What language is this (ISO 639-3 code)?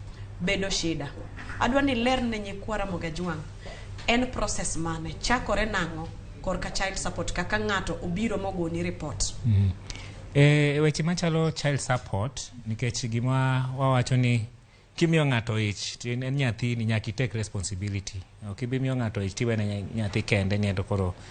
luo